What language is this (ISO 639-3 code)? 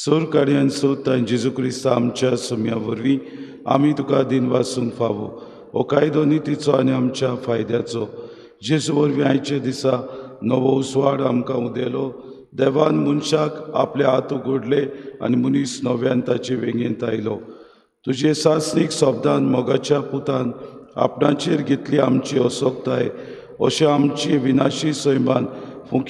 kok